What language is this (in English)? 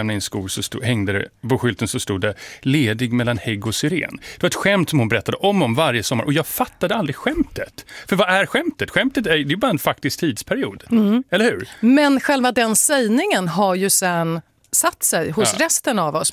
Swedish